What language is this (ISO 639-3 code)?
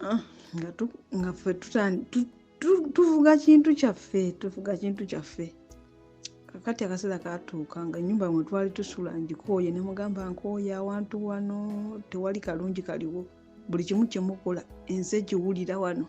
lug